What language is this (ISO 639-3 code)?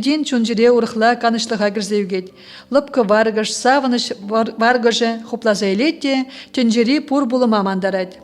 chv